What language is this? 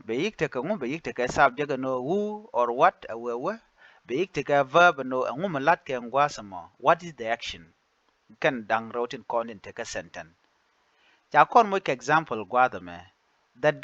Nuer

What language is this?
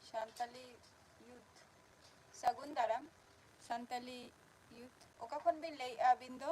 Santali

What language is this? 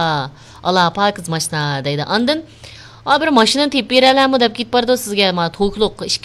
Uyghur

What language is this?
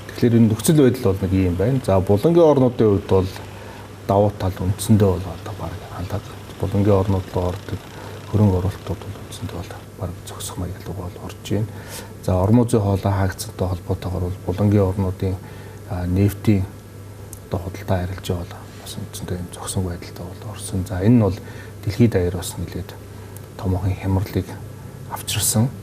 Mongolian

